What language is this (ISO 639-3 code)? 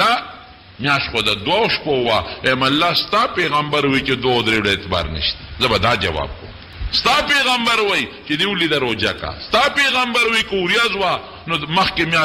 pus